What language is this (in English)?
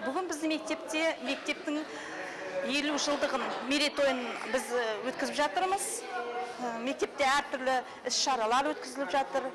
Kazakh